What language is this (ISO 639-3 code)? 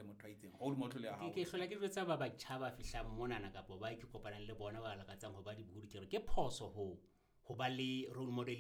sot